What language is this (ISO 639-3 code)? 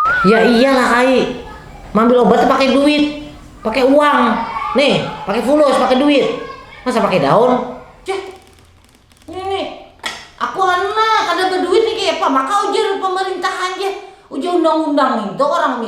bjn